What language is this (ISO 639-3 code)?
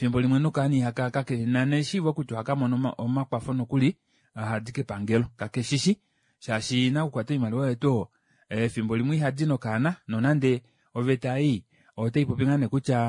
kua